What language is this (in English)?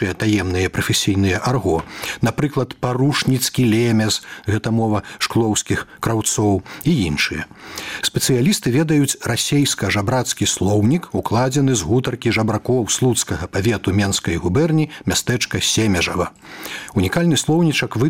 Belarusian